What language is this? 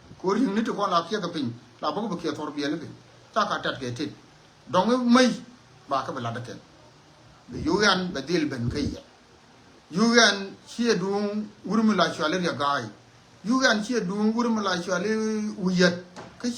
Nuer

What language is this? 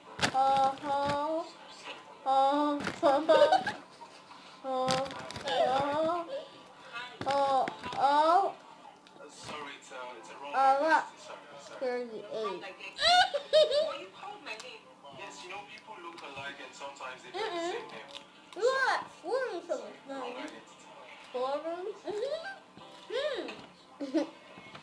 English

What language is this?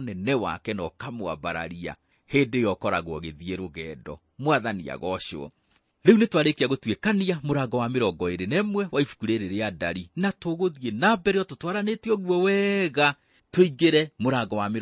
Kikuyu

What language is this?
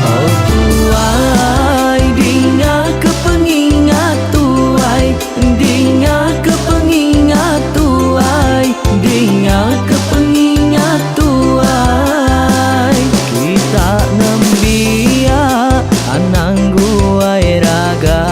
Iban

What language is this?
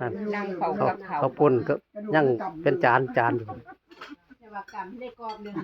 Northeastern Thai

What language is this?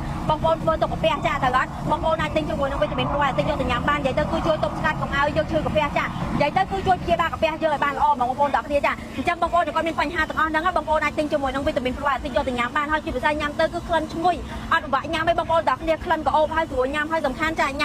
Khmer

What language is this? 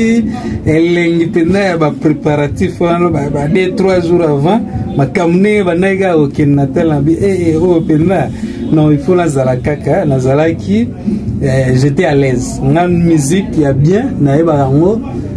Lingala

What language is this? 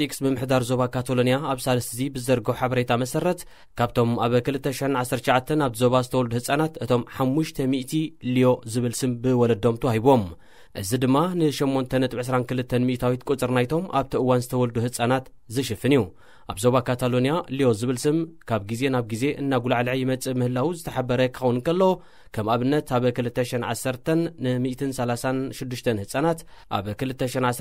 Tigrinya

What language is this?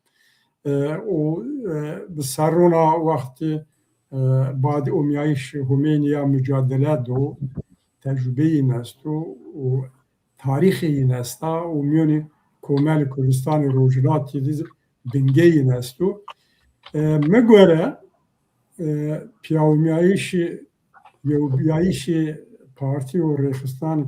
Zaza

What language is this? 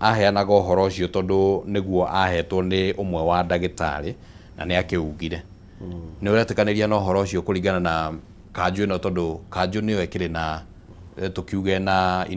Kikuyu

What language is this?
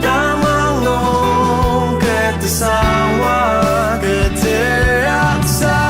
Ao Naga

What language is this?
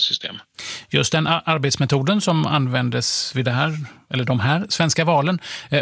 Swedish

